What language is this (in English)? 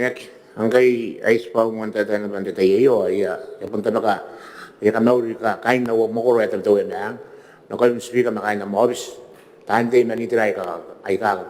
Gilbertese